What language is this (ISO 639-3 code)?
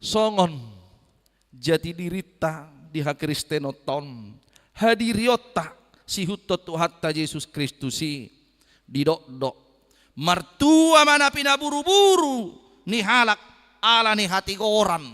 bbc